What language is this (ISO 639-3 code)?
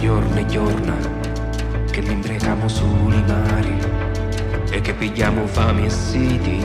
scn